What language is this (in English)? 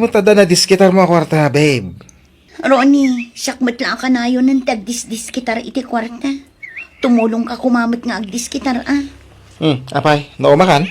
Iloko